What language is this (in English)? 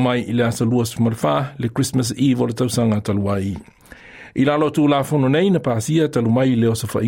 Samoan